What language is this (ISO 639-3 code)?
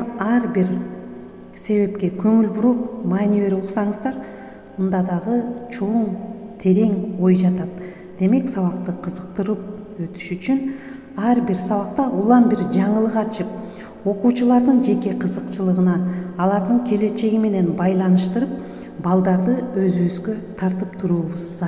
kir